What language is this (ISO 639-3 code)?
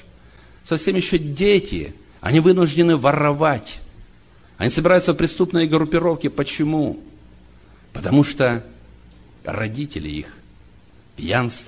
rus